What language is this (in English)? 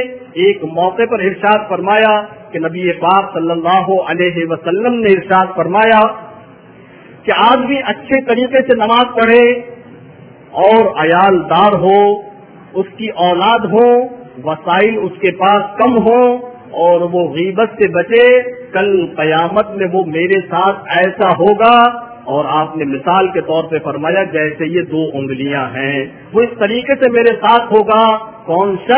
Urdu